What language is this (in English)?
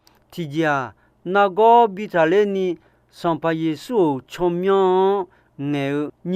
Akha